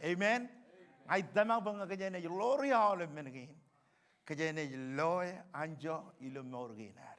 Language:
Marshallese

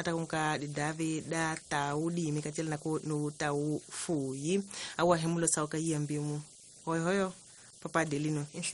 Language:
Tsonga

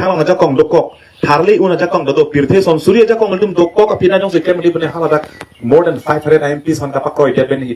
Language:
Karbi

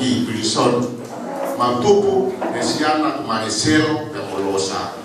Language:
Tongan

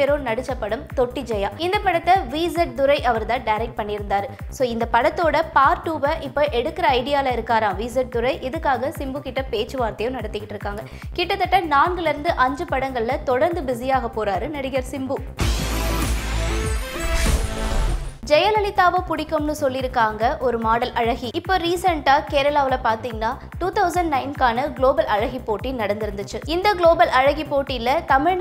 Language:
Tamil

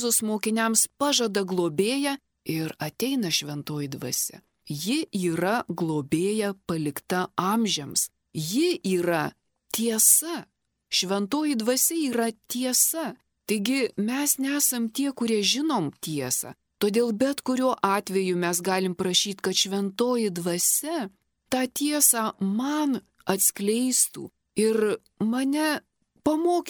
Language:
Lithuanian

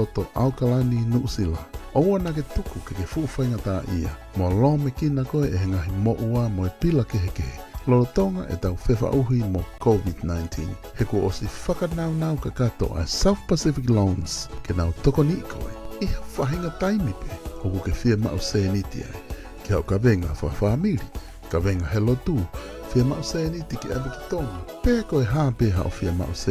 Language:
Tongan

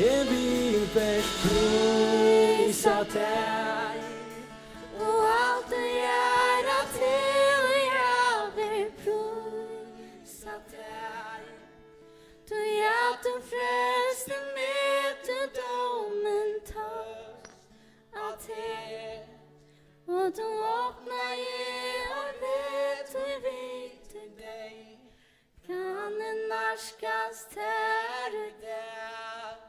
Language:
Faroese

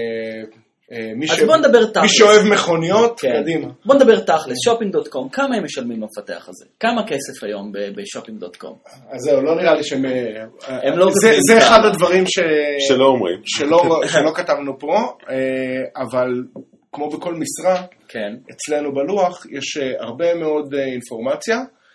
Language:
Hebrew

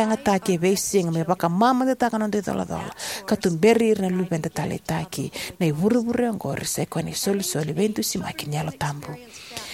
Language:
Fijian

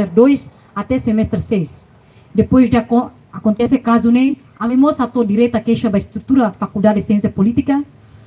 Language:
Tetum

